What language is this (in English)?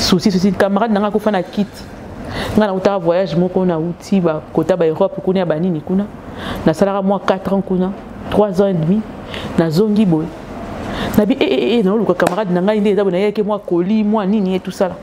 Lingala